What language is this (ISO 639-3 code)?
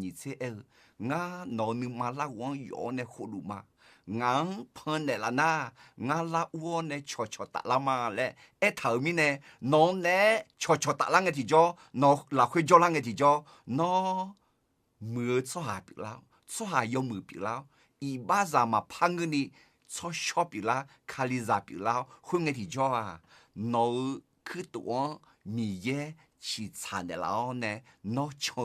ahk